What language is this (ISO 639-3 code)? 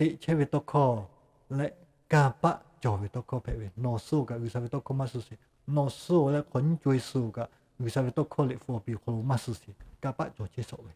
lhu